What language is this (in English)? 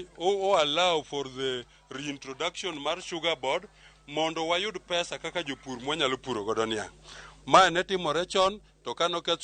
Luo (Kenya and Tanzania)